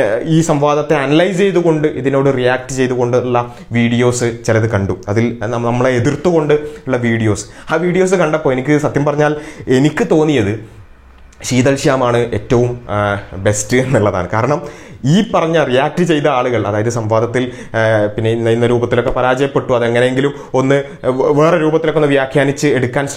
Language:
Malayalam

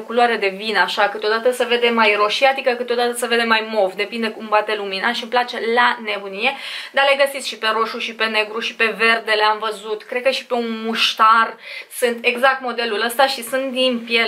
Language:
Romanian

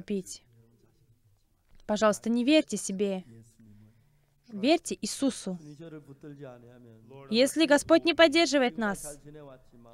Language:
Russian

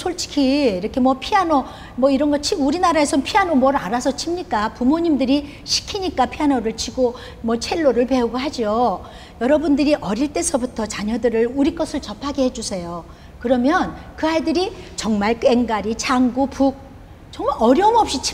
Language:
Korean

